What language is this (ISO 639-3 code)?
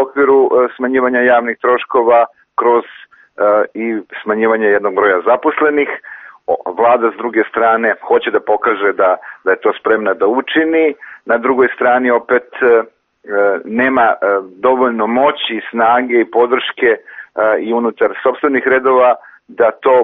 bos